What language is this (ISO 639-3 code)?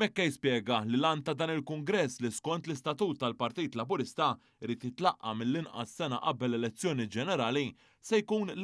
mlt